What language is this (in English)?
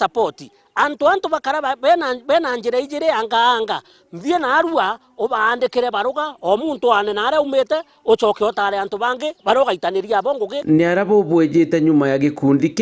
Meru